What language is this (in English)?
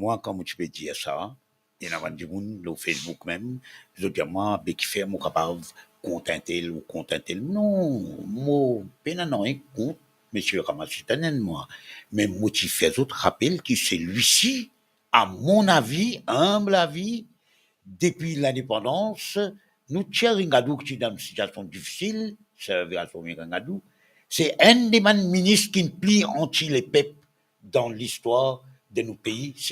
Morisyen